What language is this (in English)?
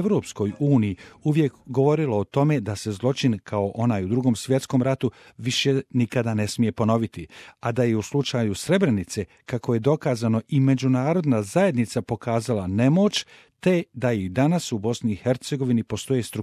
Bosnian